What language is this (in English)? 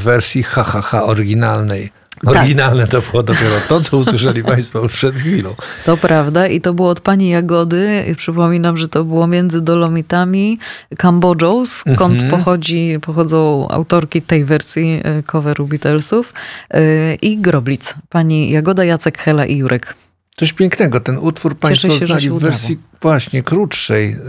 Polish